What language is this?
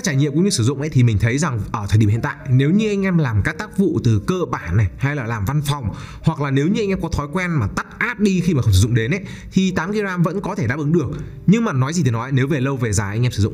Vietnamese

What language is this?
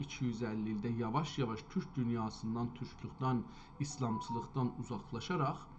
South Azerbaijani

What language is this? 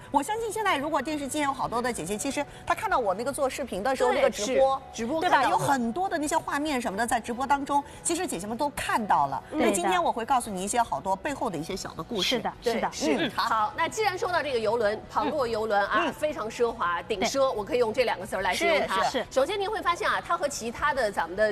Chinese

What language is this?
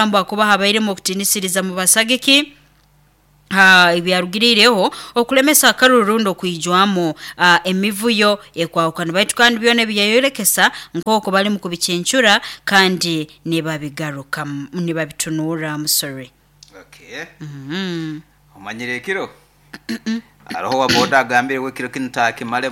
Nyoro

